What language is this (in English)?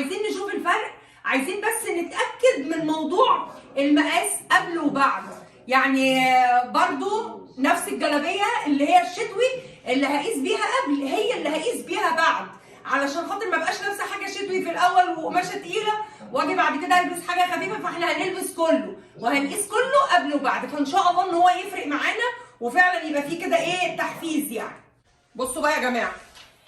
Egyptian Arabic